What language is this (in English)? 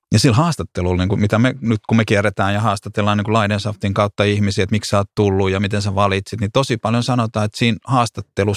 Finnish